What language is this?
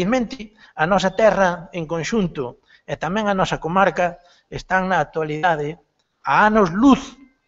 Galician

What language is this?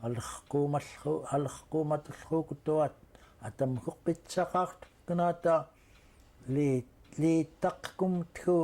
Central Yupik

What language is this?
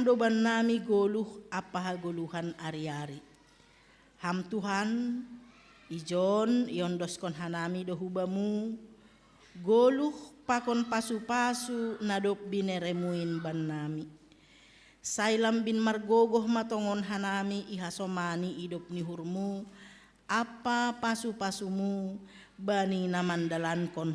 Batak Simalungun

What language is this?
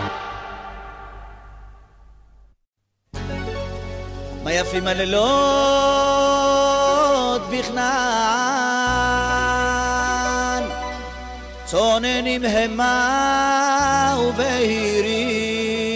Hebrew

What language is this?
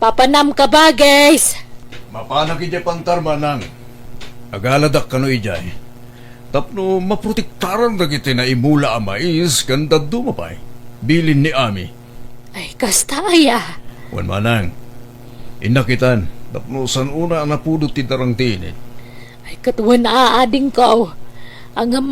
Iloko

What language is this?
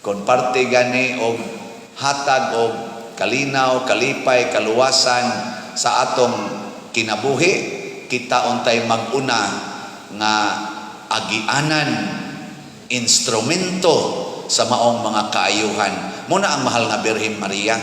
Cebuano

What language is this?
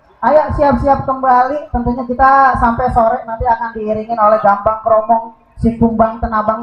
Betawi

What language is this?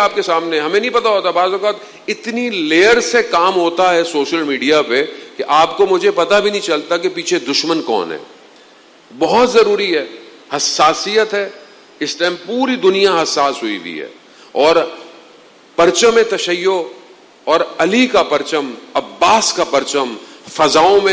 Urdu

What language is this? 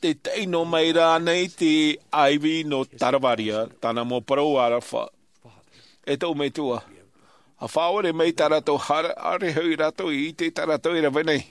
Tahitian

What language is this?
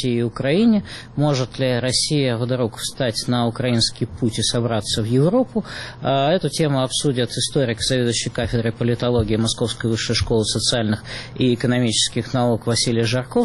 Russian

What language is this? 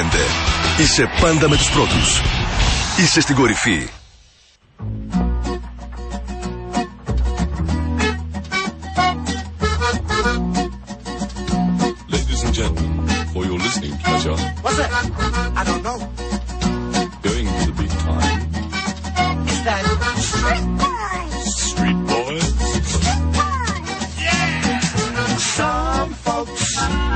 Greek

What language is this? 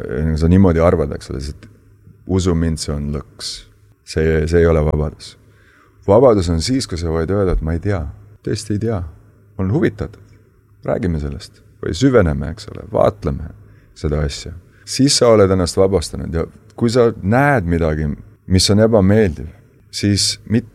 Estonian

